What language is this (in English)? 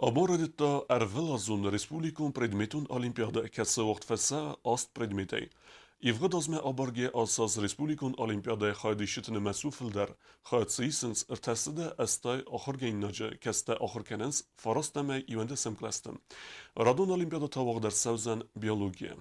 Ossetic